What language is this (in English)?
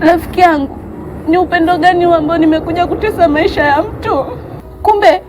Swahili